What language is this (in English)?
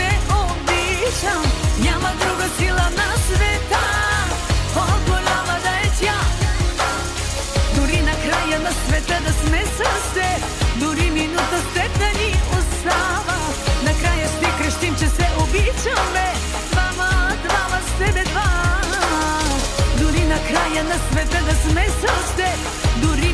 Bulgarian